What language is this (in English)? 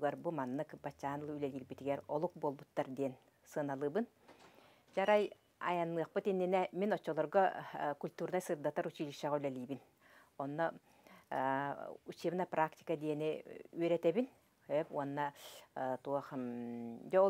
Yakut